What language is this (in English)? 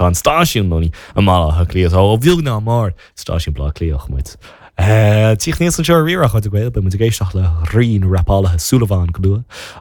Irish